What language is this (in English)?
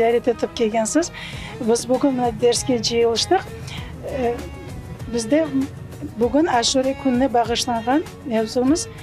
Crimean Tatar